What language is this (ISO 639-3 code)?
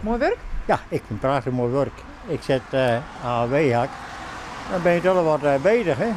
fry